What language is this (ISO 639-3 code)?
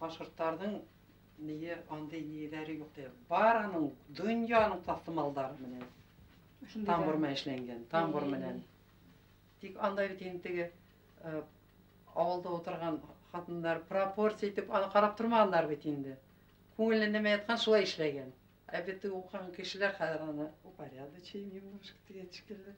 bak